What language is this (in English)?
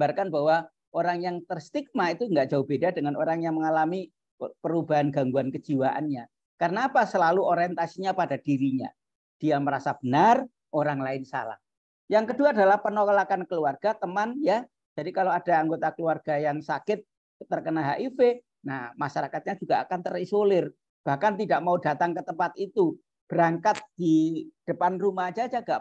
Indonesian